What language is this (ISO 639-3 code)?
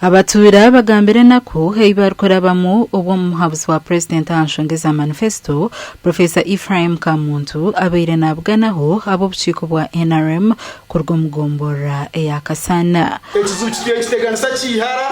nyn